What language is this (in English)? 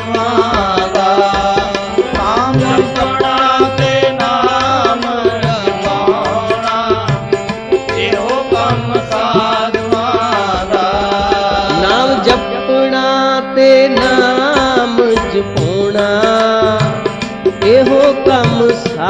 Punjabi